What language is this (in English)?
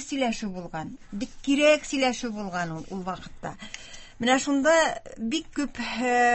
Tatar